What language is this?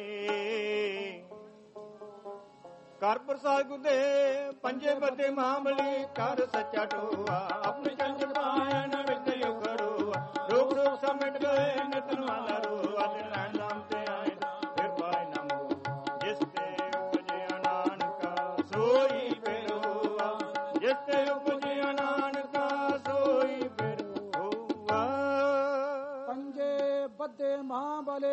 Punjabi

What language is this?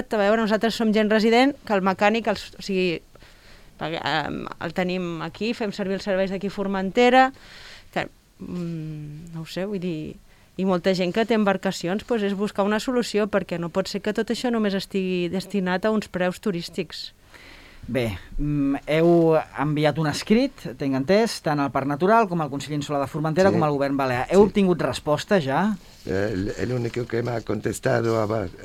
Catalan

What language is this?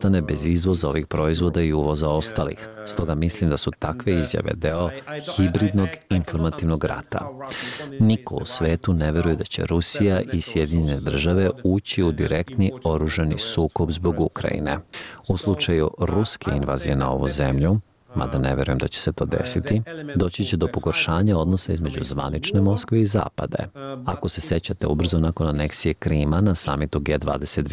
Serbian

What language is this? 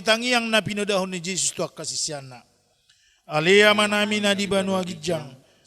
Batak Toba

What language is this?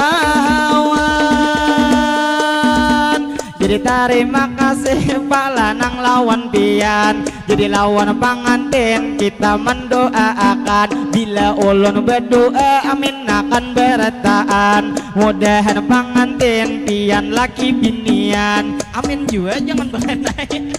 Banjar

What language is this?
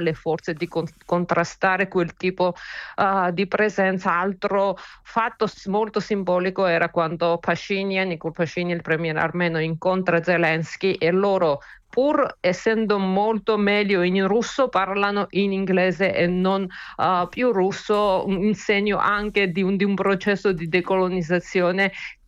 Italian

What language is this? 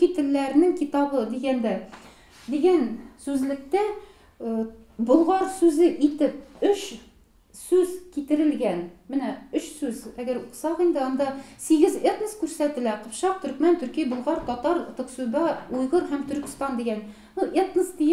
Tatar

